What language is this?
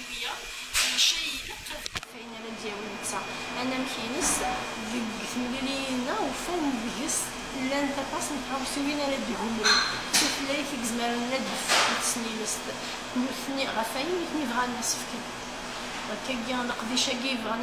Kabyle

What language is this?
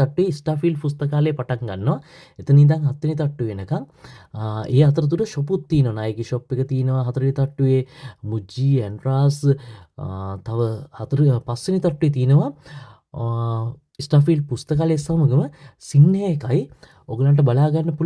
Sinhala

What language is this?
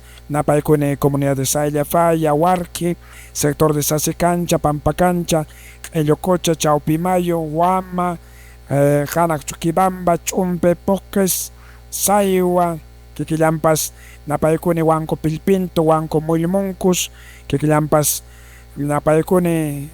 Quechua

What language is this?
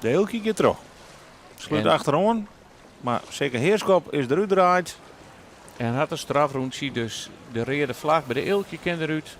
Western Frisian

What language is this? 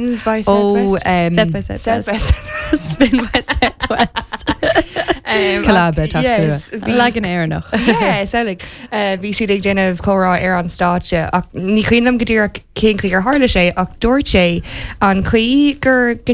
Irish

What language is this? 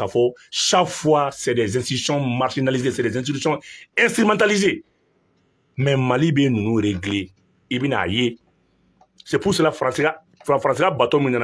Bambara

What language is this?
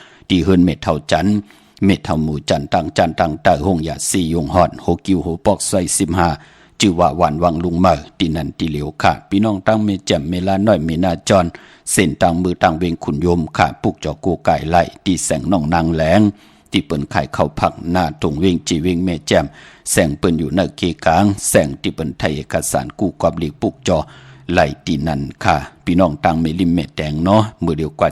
Shan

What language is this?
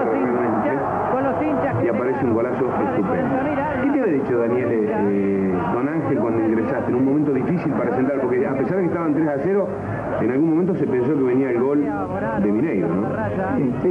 Spanish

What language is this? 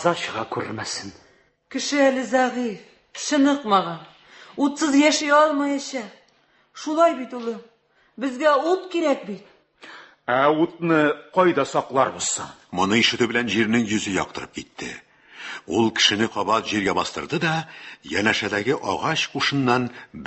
Tatar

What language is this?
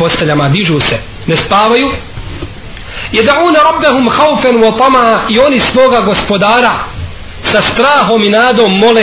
Bosnian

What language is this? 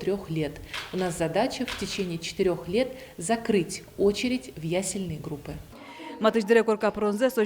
Udmurt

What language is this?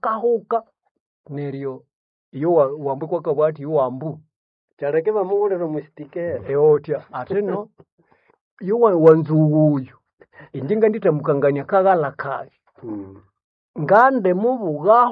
Nande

